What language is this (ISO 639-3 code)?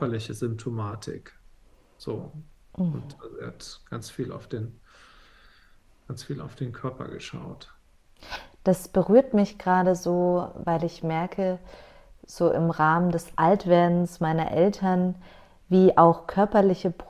deu